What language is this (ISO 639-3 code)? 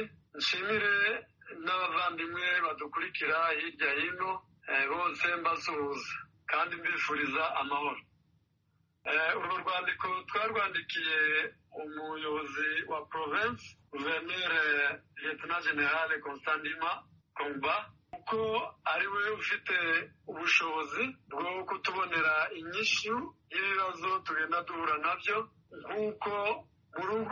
kin